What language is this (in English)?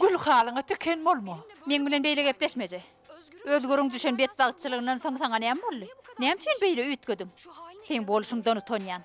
Turkmen